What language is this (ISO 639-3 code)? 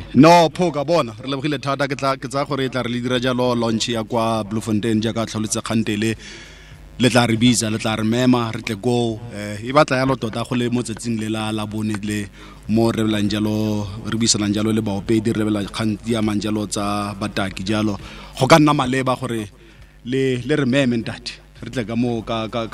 tsn